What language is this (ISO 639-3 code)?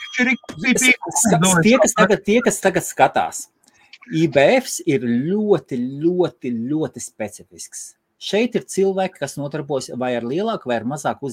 lav